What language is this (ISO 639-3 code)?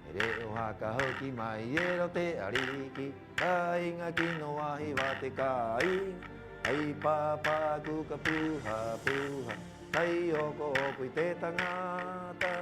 rap